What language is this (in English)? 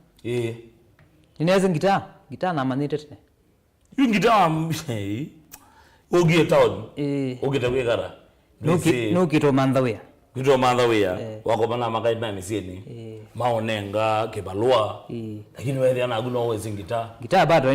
Kamba